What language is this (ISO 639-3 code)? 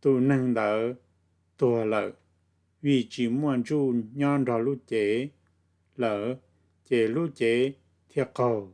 hmn